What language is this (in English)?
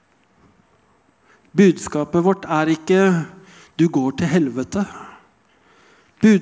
Norwegian